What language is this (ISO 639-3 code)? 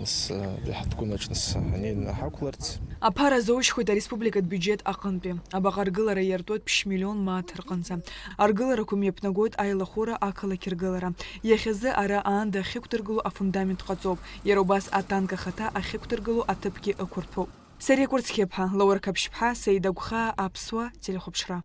abk